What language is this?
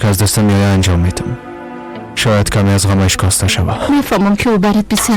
Persian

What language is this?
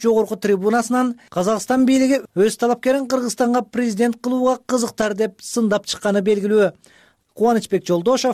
Kyrgyz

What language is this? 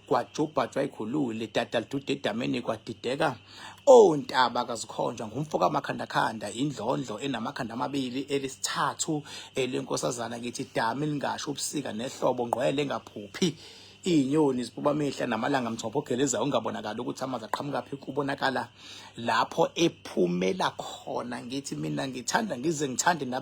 Zulu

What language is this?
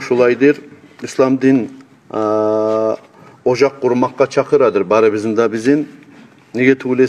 Kumyk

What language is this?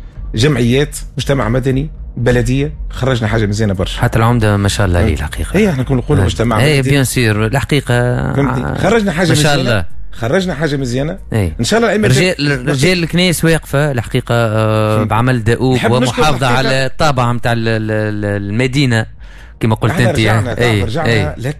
Tunisian Arabic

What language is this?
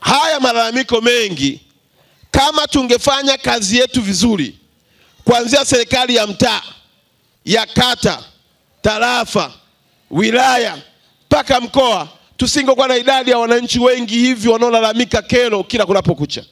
Swahili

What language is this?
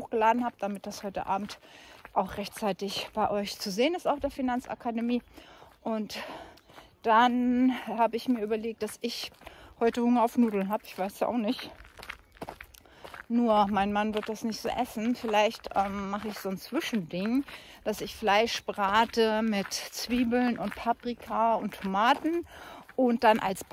German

